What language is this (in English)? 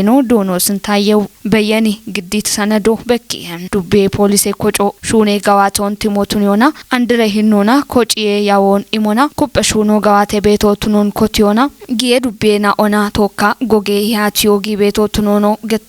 Kafa